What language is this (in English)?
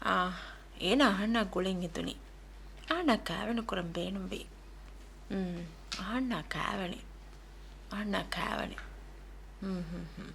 Divehi